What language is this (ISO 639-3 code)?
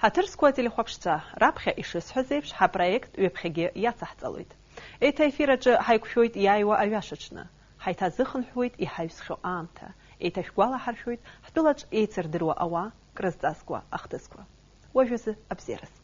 abk